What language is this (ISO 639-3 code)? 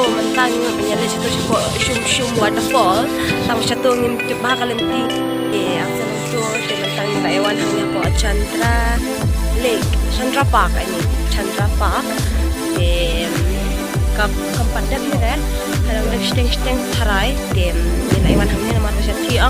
kha